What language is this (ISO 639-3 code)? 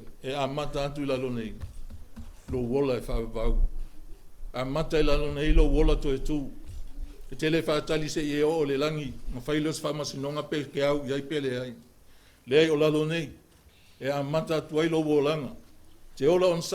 smo